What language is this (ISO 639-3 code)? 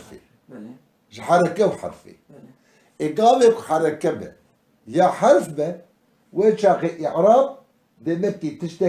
kur